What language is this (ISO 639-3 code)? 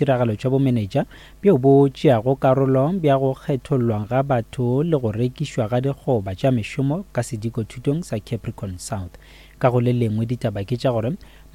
nso